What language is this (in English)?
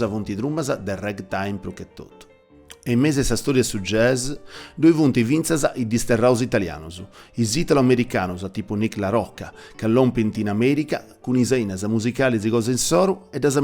Sardinian